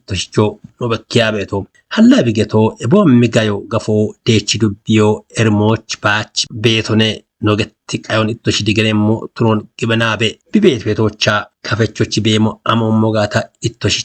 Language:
Kafa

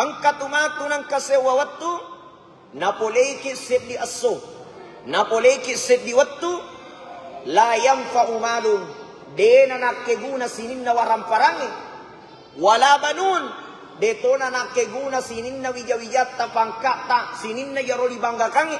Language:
Buginese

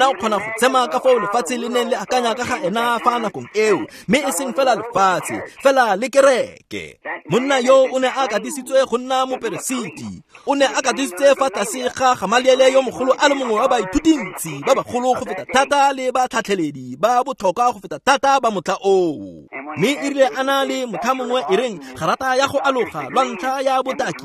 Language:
Tswana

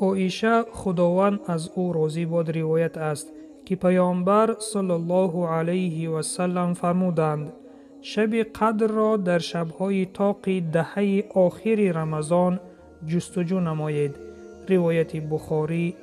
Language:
Tajik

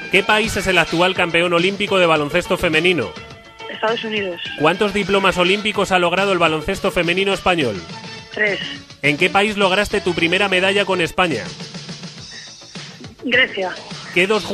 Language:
Spanish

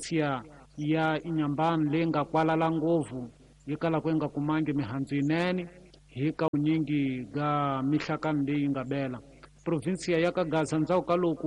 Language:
Tsonga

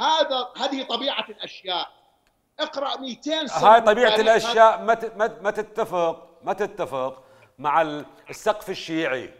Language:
Mesopotamian Arabic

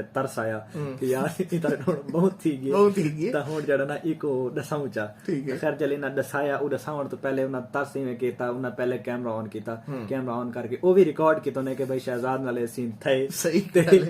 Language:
Saraiki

